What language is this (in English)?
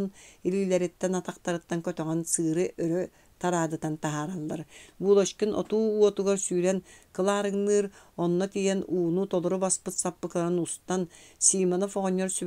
Yakut